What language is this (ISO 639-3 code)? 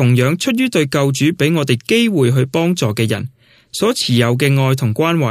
yue